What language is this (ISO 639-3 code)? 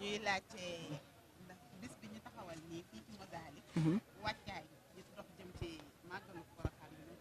wol